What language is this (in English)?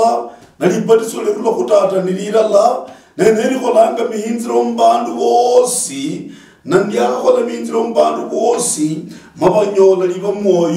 Luyia